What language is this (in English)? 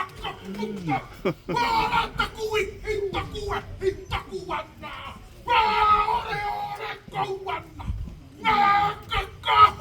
Māori